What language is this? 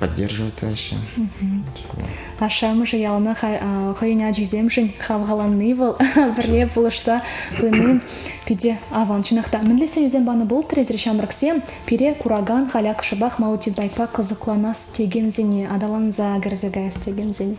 Chuvash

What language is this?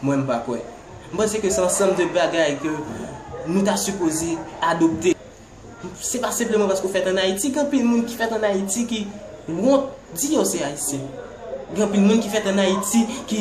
Haitian Creole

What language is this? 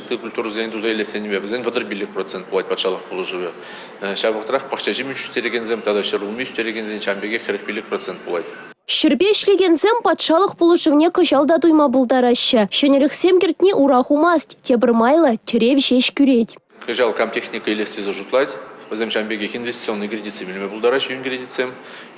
Chuvash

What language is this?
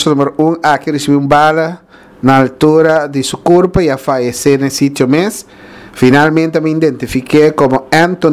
Papiamento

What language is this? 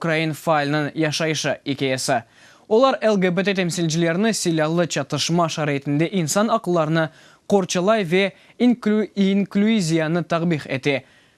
Crimean Tatar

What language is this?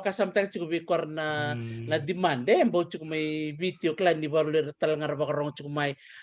Fijian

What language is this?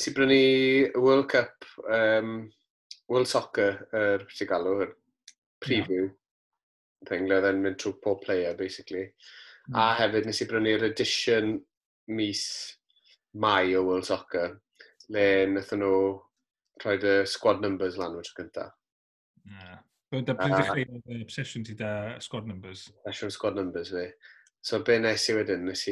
Welsh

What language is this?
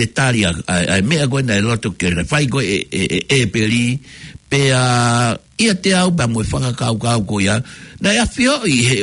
Tongan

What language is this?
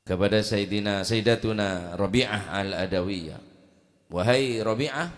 Madurese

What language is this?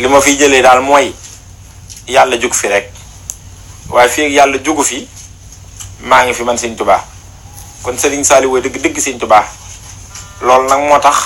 Wolof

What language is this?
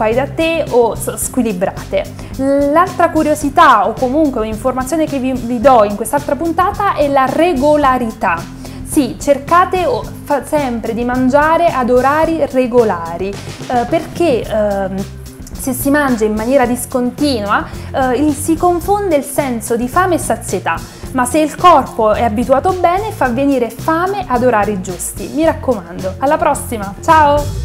Italian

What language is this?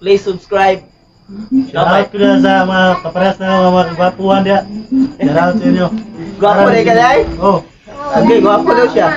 Cebuano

